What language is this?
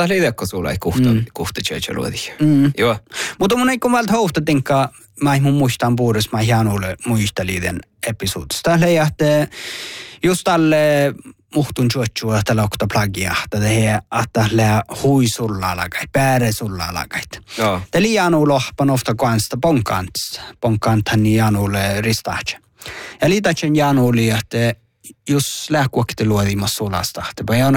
Northern Sami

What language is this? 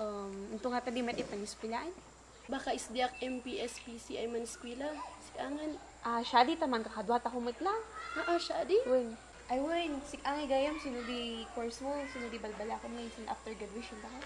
Kankanaey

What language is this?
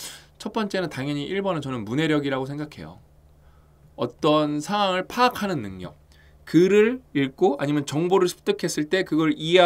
Korean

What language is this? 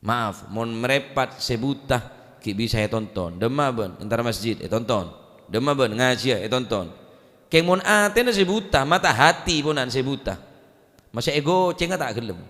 Madurese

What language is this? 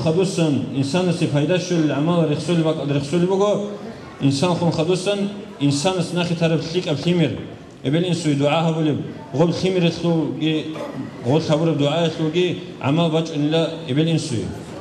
Avaric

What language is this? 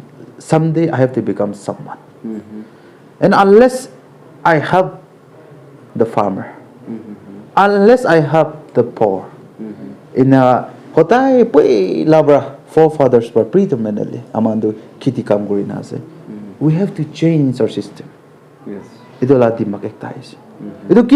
Naga Pidgin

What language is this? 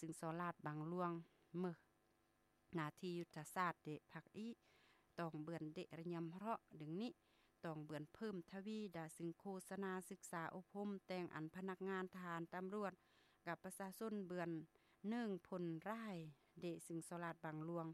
Lao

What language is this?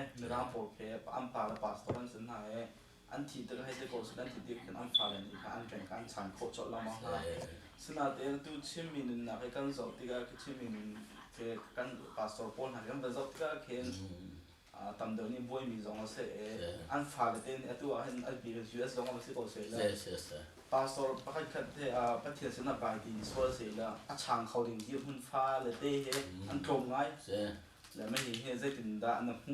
Hakha Chin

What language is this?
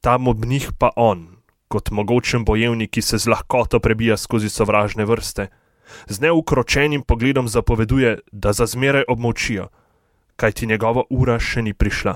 Slovenian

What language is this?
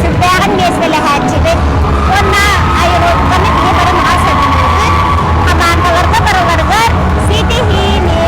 Yakut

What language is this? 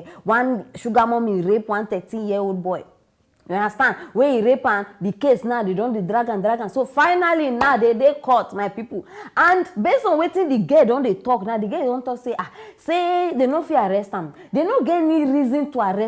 Nigerian Pidgin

